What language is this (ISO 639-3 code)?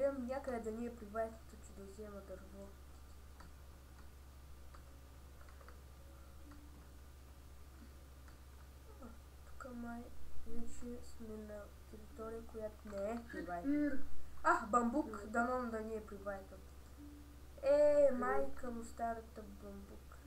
bul